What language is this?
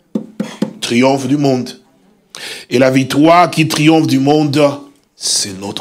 French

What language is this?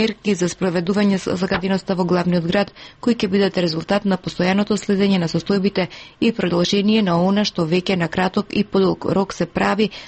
Macedonian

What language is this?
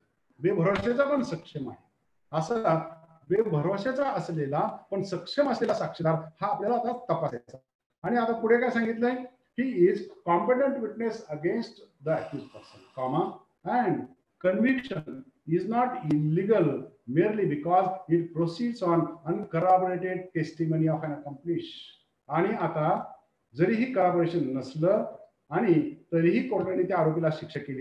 Marathi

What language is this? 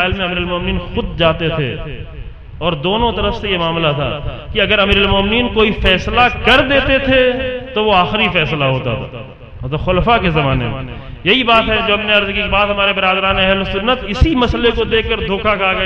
Urdu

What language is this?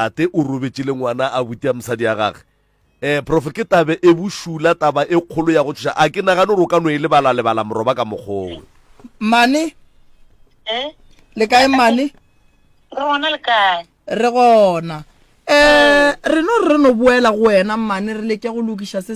Northern Sotho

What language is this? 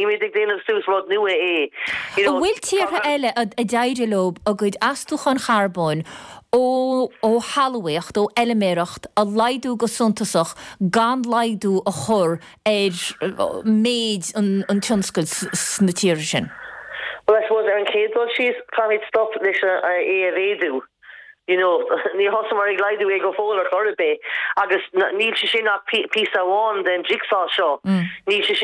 Irish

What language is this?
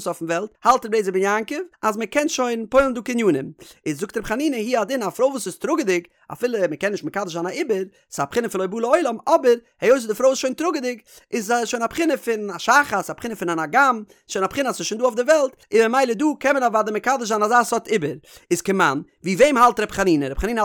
Yiddish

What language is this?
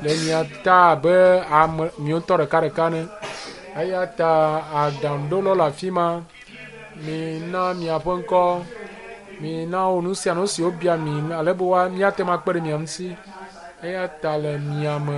Ewe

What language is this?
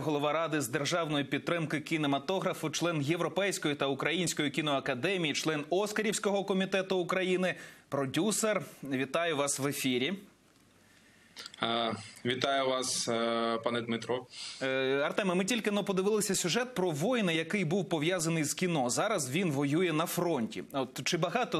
Ukrainian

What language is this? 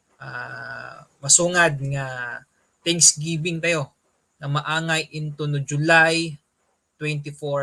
Iloko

